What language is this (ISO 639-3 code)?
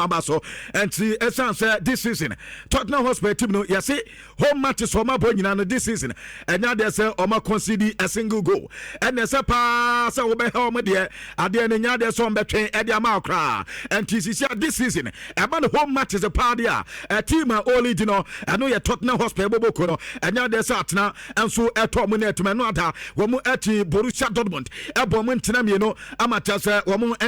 aka